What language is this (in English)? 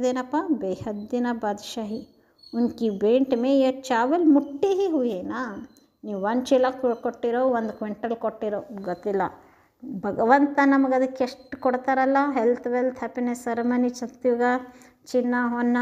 Kannada